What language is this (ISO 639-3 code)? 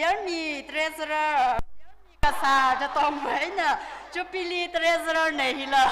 nmf